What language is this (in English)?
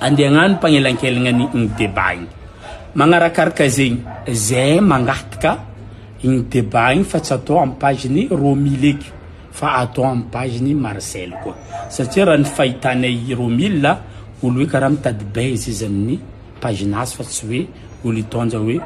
Malagasy